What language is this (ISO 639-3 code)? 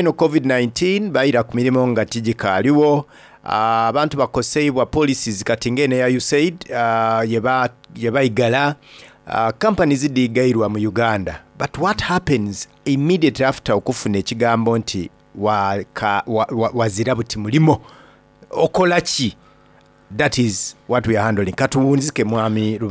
xog